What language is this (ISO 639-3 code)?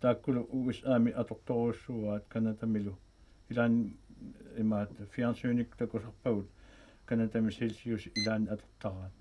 kal